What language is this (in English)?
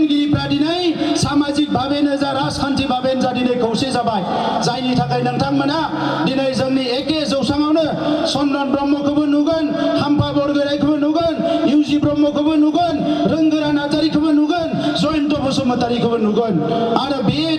Bodo